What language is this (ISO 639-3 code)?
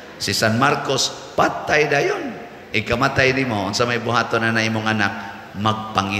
ceb